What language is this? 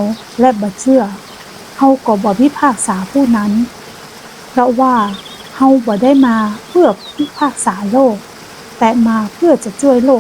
Northern Thai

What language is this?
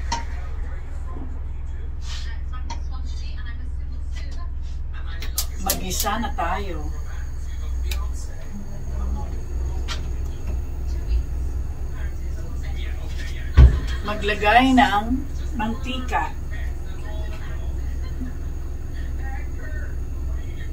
Filipino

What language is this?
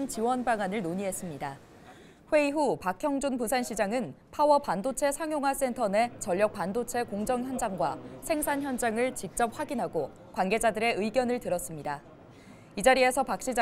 Korean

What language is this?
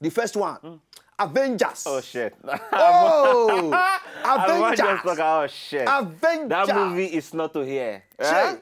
Nigerian Pidgin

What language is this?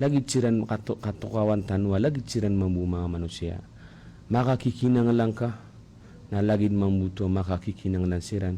Maranao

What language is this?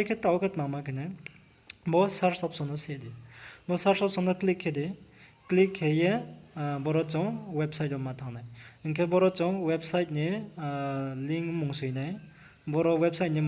Riang (India)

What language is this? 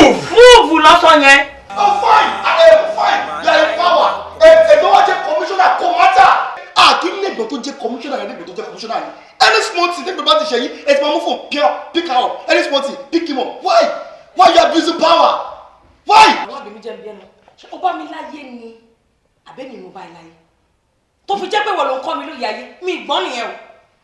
Yoruba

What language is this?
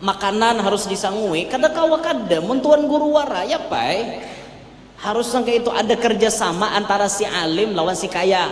Banjar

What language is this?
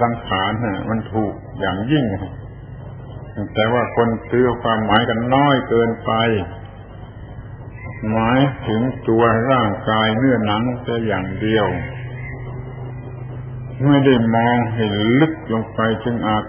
Thai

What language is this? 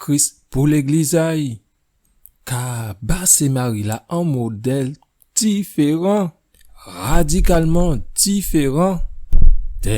Guadeloupean Creole French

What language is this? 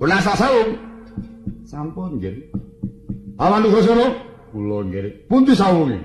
Javanese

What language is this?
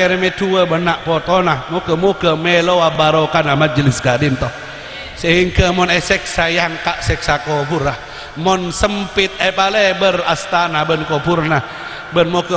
Madurese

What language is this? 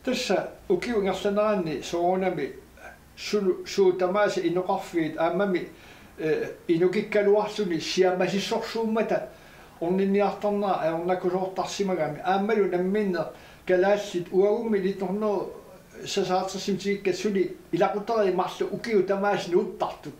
Kalaallisut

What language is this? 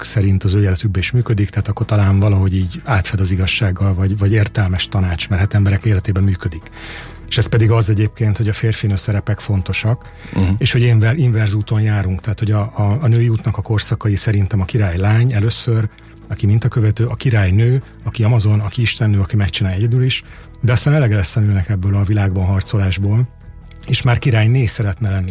Hungarian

